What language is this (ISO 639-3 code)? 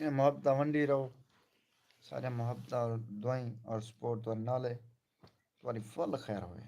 skr